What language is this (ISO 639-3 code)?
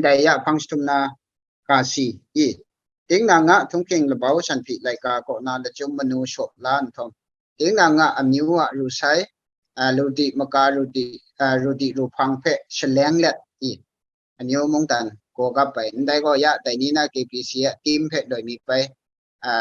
kac